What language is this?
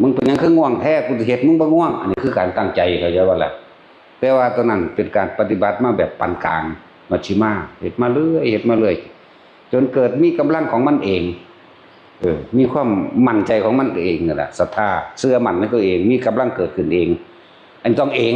Northeastern Thai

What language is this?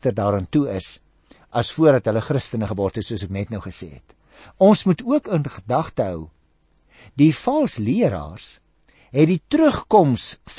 Afrikaans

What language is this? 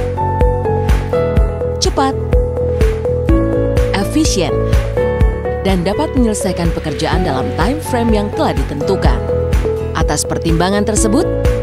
Indonesian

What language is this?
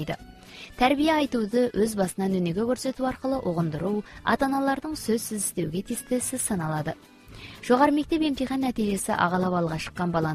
Kazakh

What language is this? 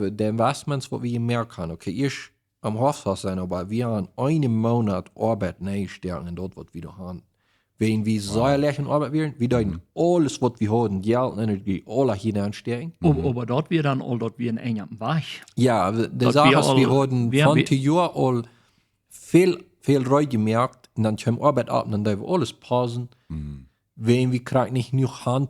Plautdietsch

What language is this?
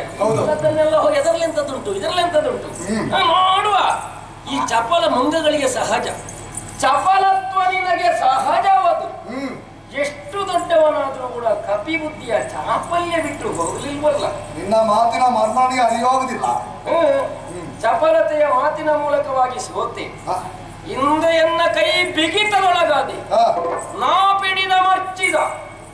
Kannada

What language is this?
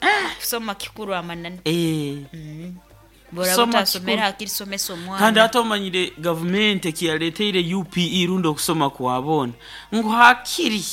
Nyoro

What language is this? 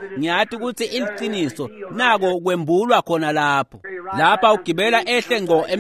Swati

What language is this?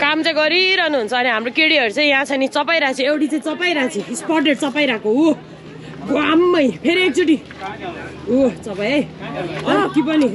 Nepali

